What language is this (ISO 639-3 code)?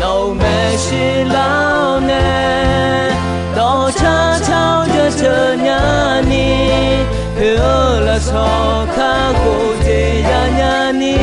ahk